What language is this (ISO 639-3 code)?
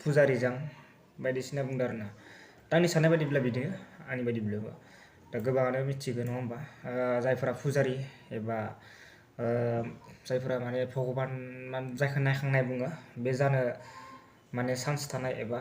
brx